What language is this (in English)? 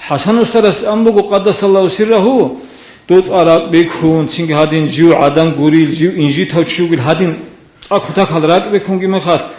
Avaric